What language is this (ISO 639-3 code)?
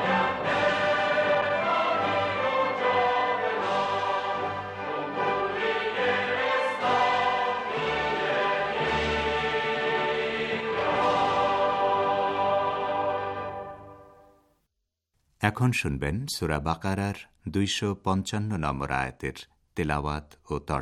ben